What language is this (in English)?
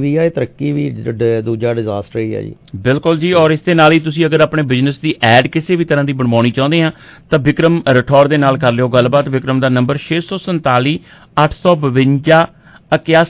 Punjabi